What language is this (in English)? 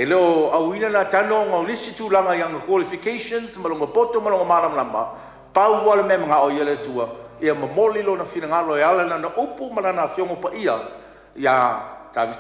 Samoan